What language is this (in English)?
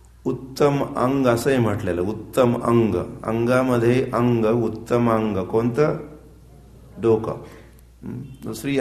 Marathi